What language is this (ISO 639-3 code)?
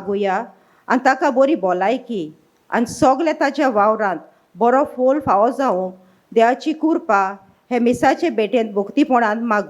kok